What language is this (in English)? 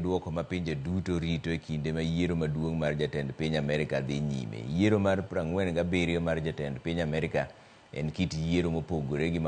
Luo (Kenya and Tanzania)